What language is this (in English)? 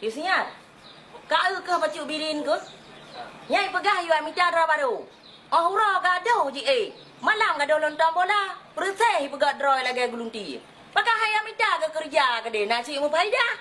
Achinese